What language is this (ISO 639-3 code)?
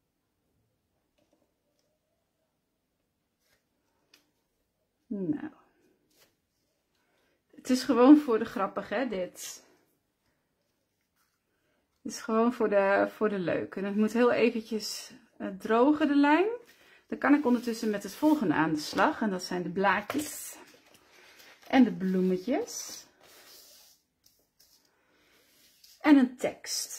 nld